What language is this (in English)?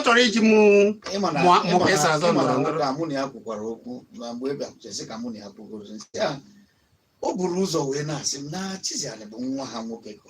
Igbo